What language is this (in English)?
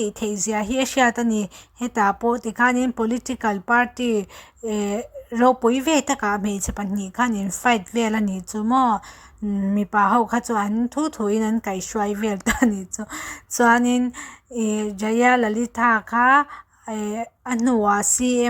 Mizo